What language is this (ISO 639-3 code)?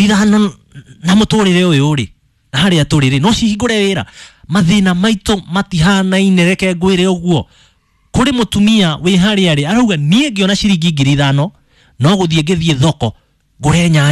kik